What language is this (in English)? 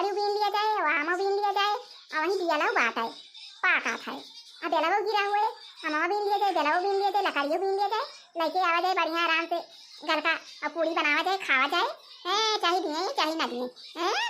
Awadhi